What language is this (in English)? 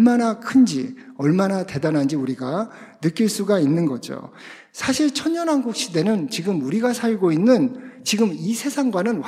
Korean